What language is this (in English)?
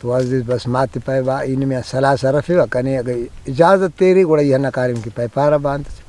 Brahui